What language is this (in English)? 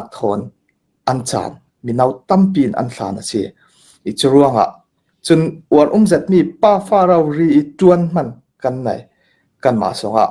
Hakha Chin